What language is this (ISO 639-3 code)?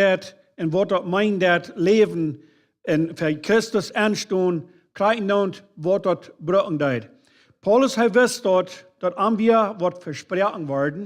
pdt